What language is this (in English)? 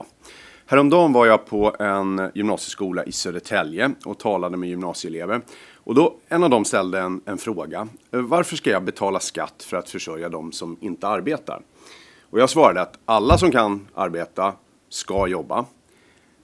Swedish